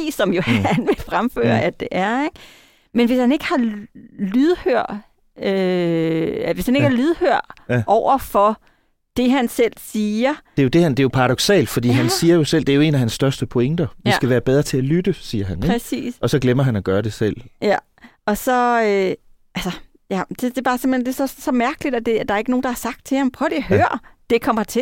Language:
Danish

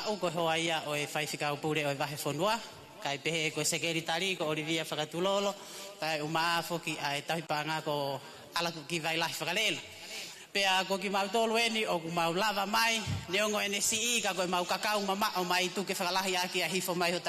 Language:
Tongan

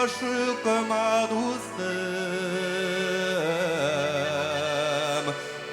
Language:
Bashkir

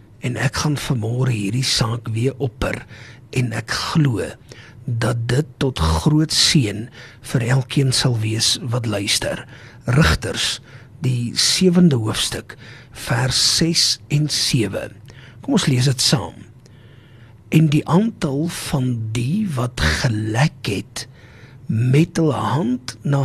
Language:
Afrikaans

